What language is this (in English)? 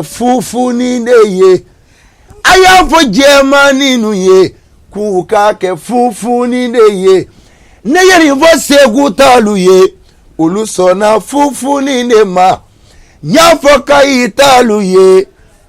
Bambara